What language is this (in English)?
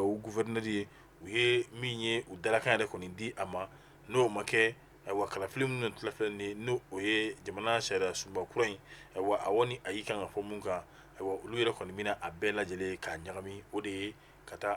Bambara